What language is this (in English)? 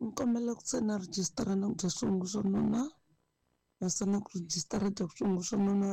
Tsonga